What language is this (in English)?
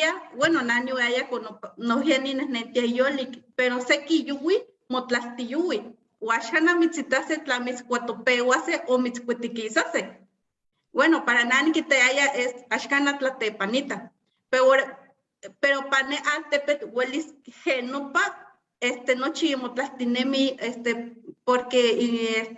Eastern Huasteca Nahuatl